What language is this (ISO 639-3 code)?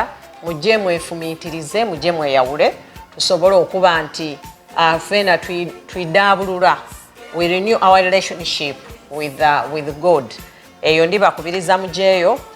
xog